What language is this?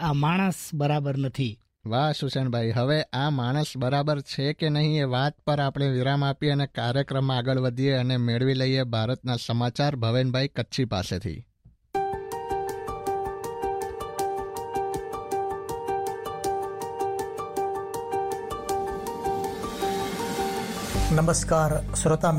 Gujarati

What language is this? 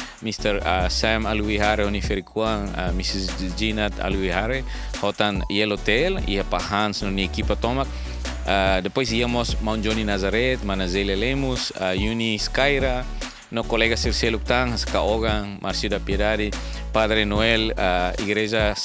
Tetum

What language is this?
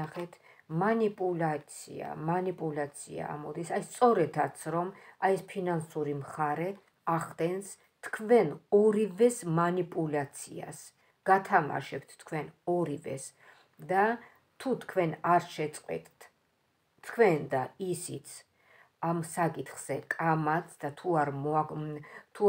Georgian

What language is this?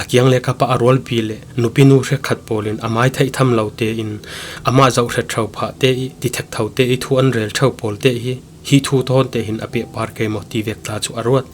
Falam Chin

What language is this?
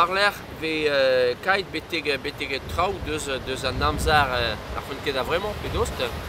Breton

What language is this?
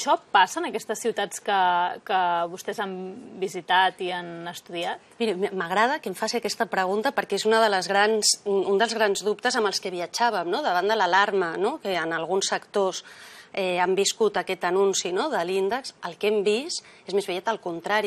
Catalan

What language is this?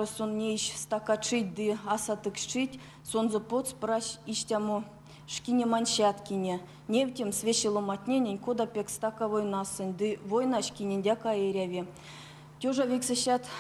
Erzya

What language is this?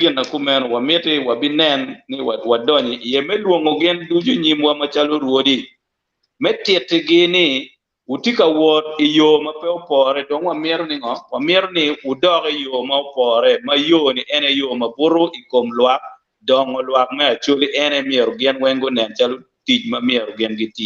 Acoli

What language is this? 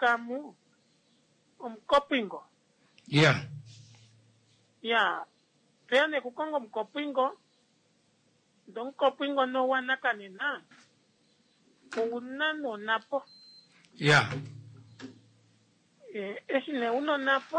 Swahili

